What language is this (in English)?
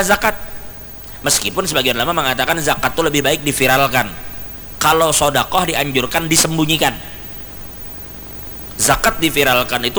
Indonesian